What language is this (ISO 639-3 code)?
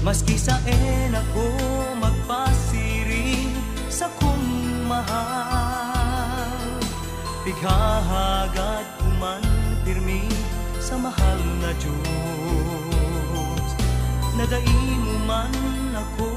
bik